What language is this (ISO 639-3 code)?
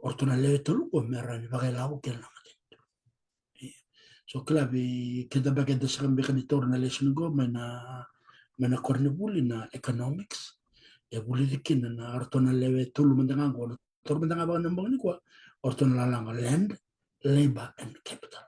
fij